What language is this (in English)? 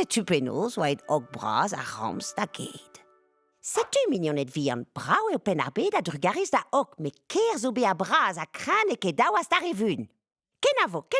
Breton